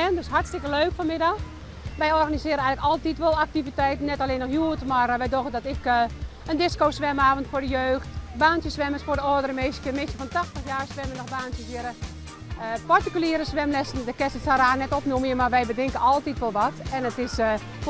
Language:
Western Frisian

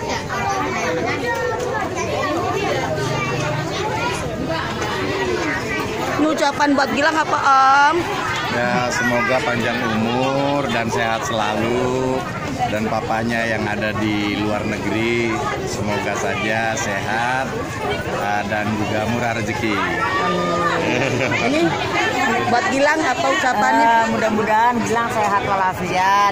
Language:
Indonesian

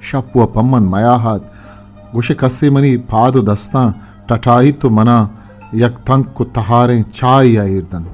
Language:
Eastern Balochi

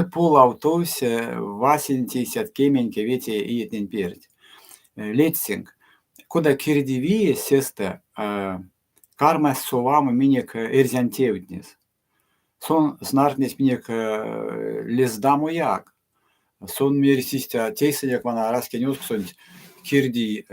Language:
Erzya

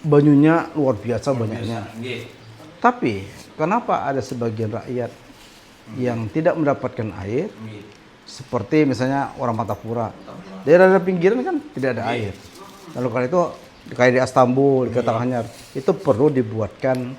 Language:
Banjar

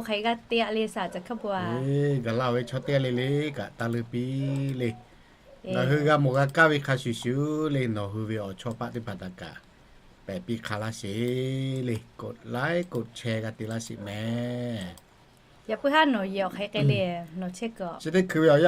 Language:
Lahu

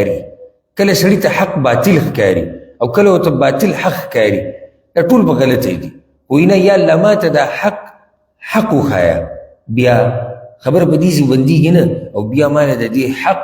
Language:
Pashto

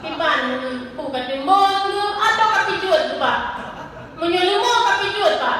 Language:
Achinese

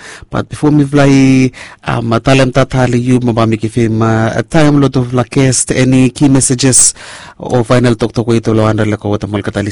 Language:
Bislama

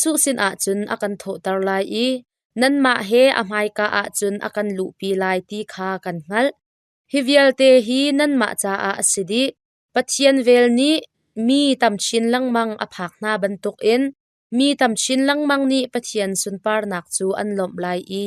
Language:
Hakha Chin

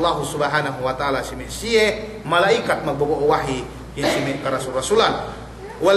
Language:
Yakan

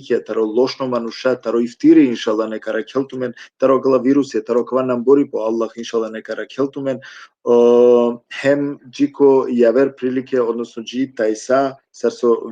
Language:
Balkan Romani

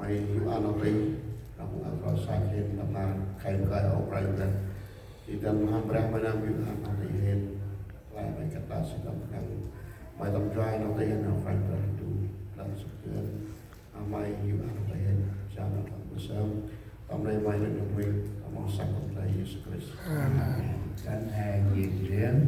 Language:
Central Mnong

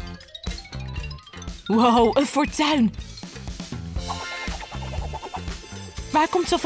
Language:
Dutch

